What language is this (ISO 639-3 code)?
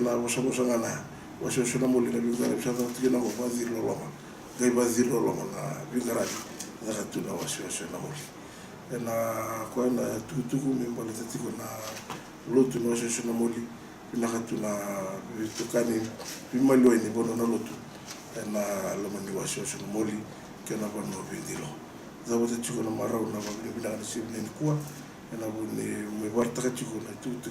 fij